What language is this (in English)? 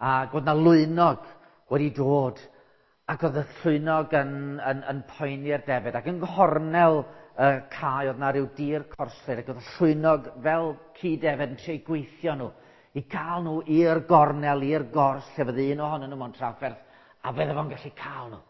Welsh